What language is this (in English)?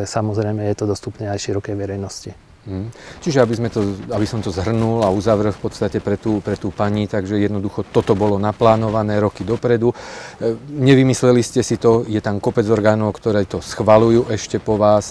Slovak